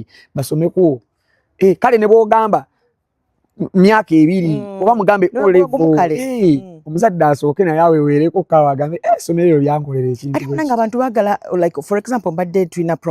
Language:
Ganda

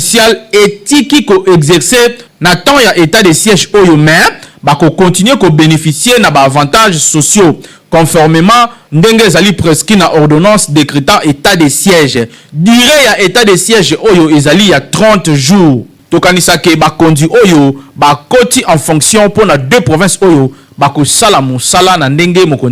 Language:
Lingala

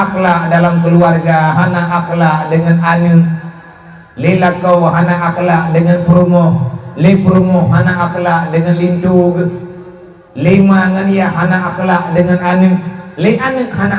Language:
Achinese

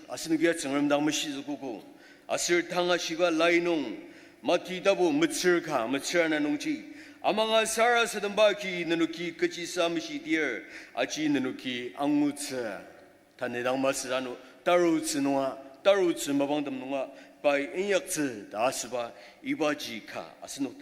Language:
Ao Naga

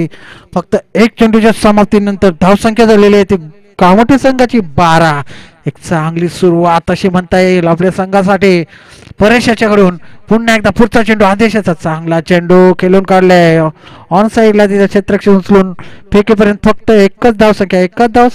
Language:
Marathi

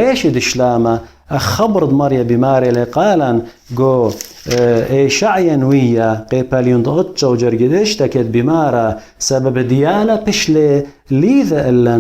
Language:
Assyrian Neo-Aramaic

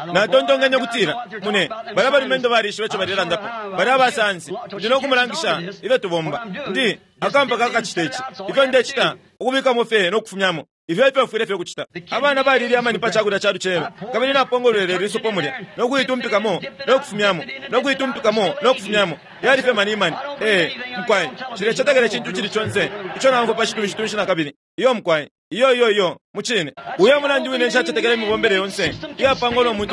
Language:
Bemba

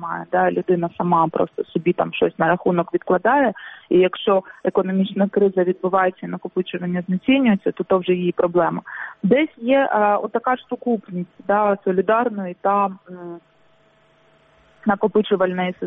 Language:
Ukrainian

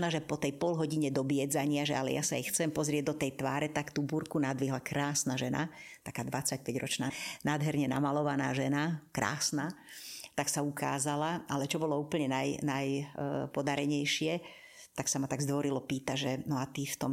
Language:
Slovak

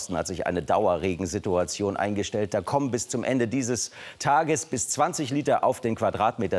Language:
German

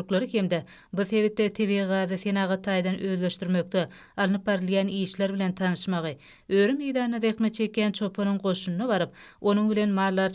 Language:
Turkmen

